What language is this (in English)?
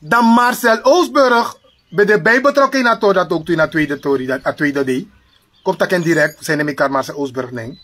Sranan Tongo